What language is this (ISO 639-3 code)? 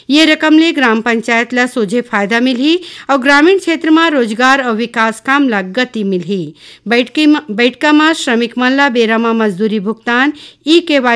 hne